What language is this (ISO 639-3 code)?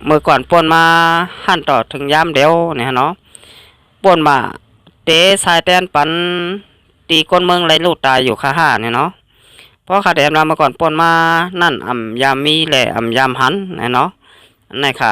shn